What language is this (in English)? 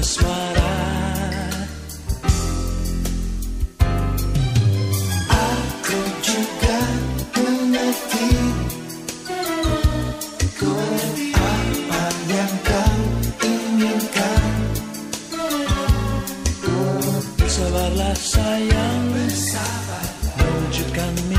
Indonesian